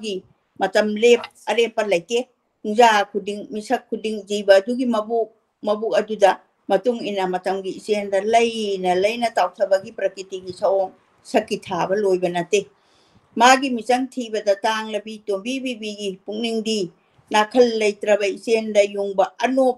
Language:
Manipuri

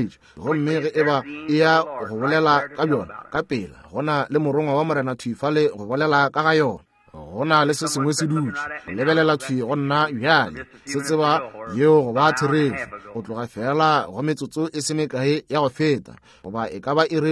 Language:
Northern Sotho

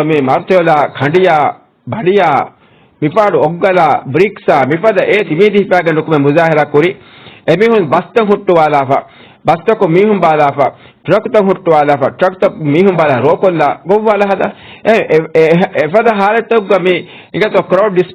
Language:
Divehi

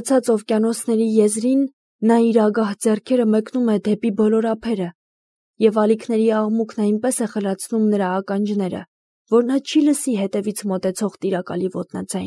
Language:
Armenian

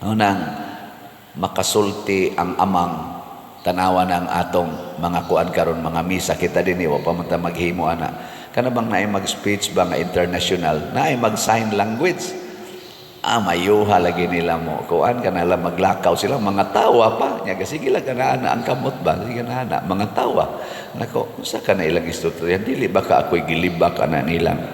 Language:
Cebuano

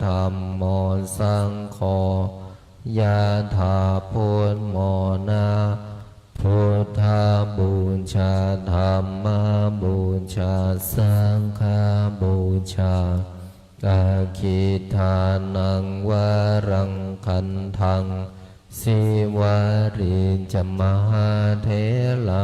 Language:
Pali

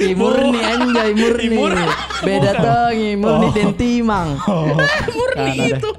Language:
Makassar Malay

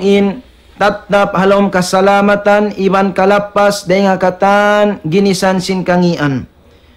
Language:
Tausug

